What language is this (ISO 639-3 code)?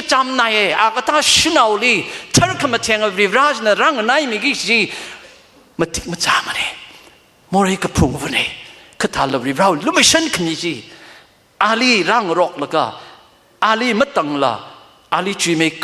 nmf